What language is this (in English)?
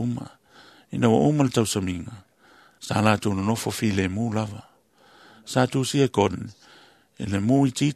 Samoan